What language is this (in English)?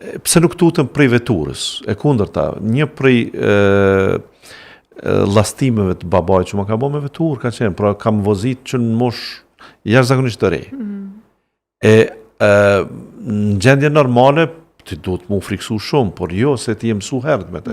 Albanian